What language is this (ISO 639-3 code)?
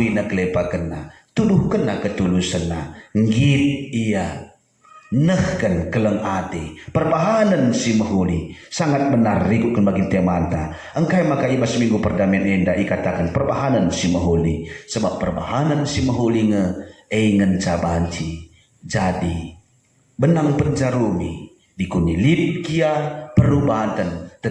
btx